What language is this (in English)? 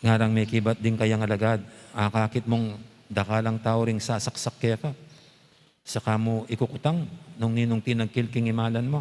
Pampanga